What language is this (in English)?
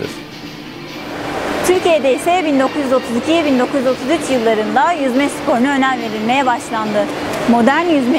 Turkish